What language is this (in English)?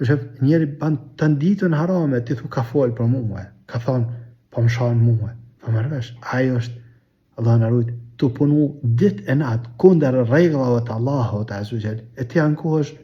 Albanian